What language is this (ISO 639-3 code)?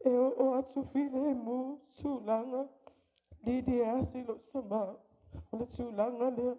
smo